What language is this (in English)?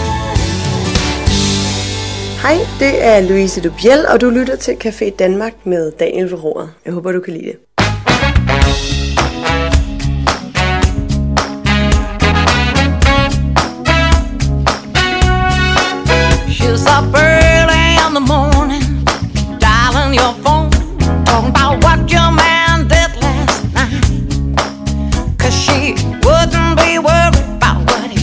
Danish